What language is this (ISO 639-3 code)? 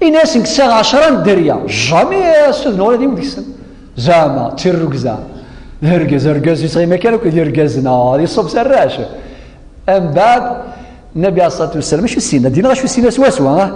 kab